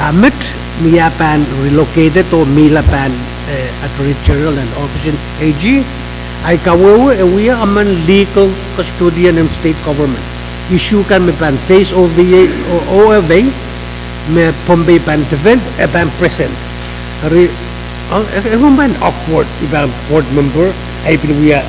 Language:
Pohnpeian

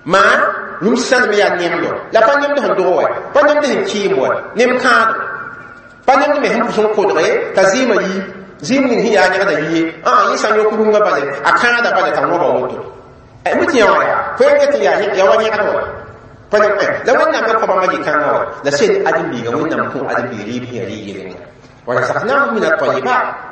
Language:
Mossi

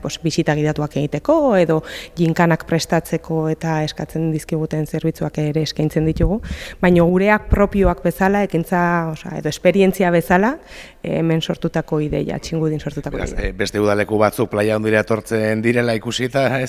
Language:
Basque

